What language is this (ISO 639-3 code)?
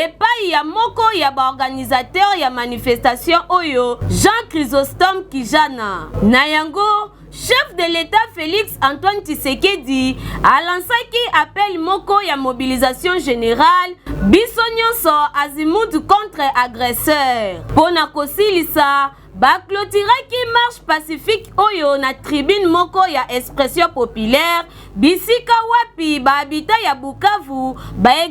lin